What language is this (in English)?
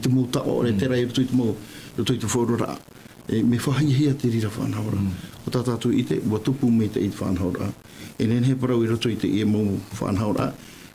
Tahitian